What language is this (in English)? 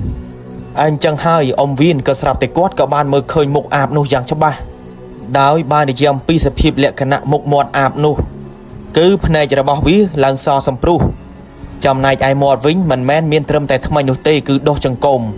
Khmer